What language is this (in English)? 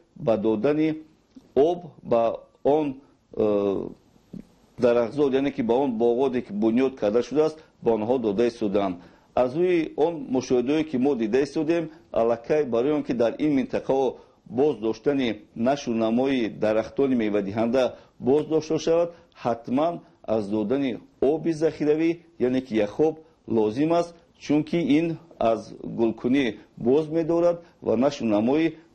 Tajik